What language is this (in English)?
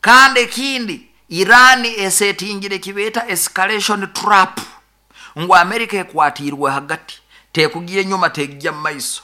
Nyankole